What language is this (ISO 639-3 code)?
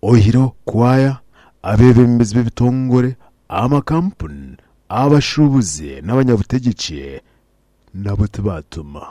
nyn